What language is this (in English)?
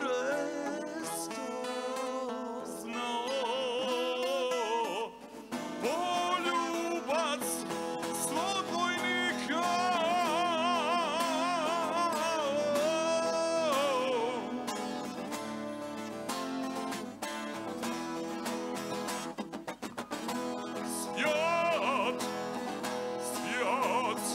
Serbian